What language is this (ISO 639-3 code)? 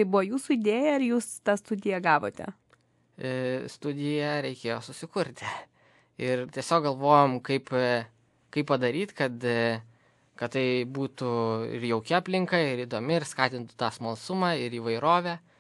lit